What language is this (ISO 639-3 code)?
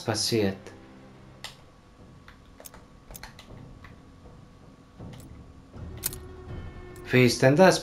deu